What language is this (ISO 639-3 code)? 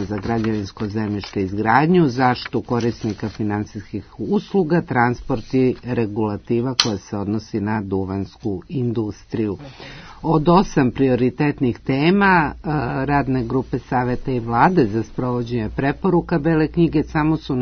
srp